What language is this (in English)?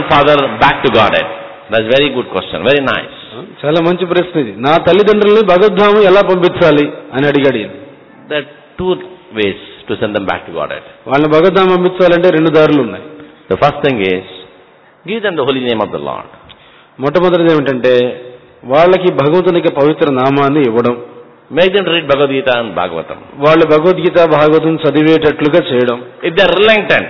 Telugu